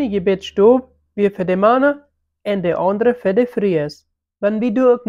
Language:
Plautdietsch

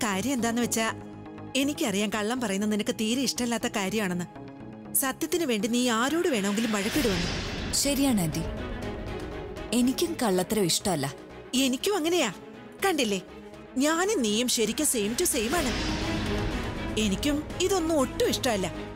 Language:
Malayalam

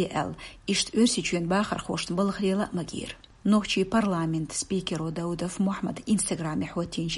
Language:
Chechen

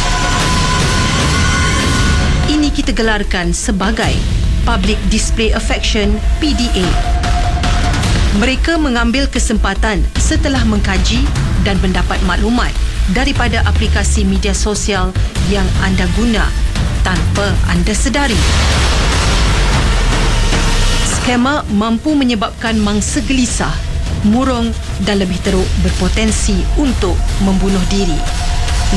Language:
Malay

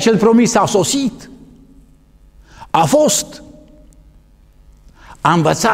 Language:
Romanian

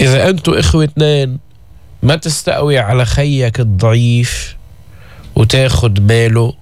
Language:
North Levantine Arabic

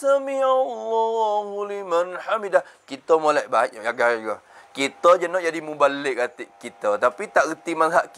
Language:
Malay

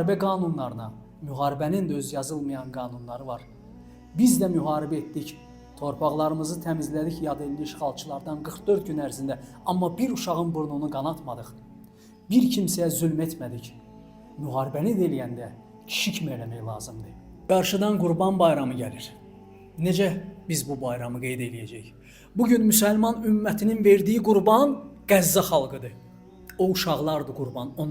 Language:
Azerbaijani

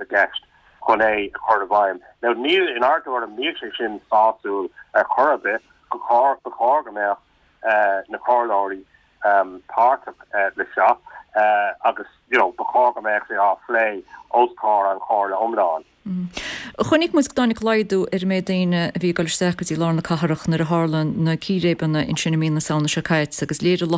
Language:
Irish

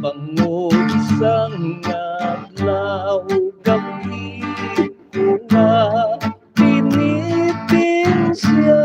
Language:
Hiligaynon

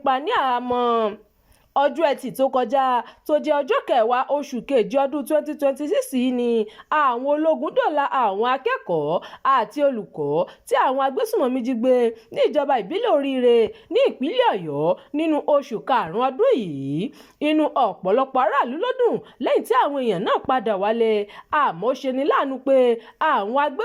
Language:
Yoruba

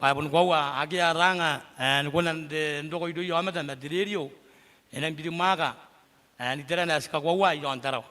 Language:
Gilbertese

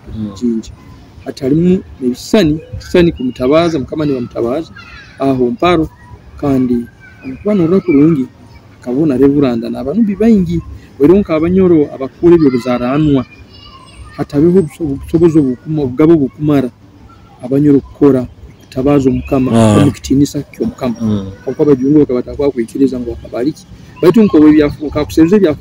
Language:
Nyoro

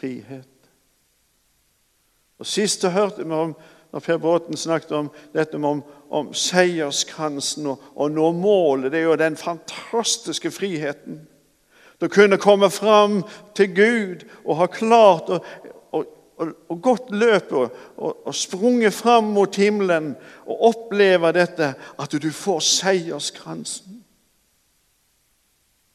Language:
Norwegian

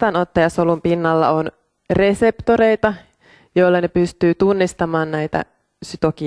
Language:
Finnish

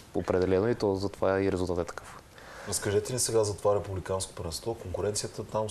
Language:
Bulgarian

